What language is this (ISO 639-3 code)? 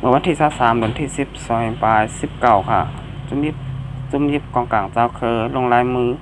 shn